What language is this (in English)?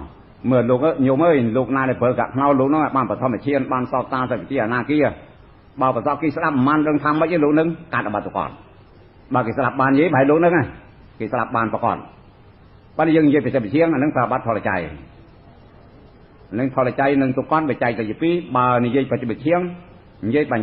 Khmer